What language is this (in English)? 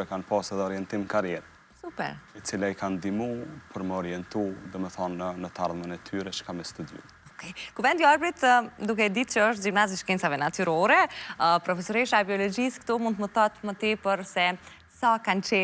Albanian